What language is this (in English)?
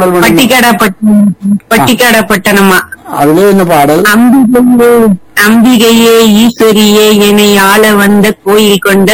Tamil